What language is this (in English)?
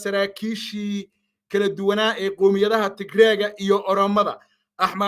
Somali